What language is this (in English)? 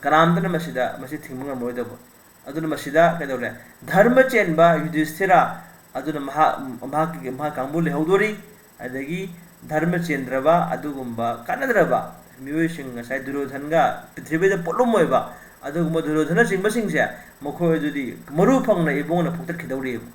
Manipuri